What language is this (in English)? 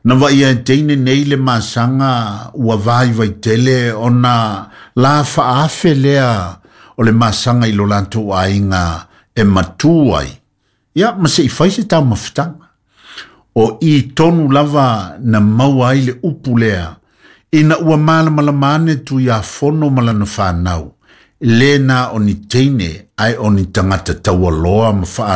Samoan